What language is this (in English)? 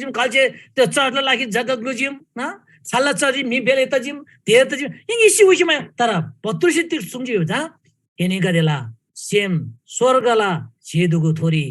Eastern Tamang